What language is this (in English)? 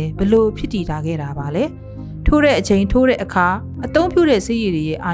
Burmese